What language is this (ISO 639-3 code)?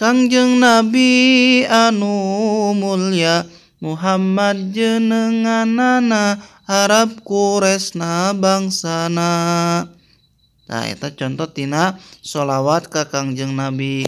sun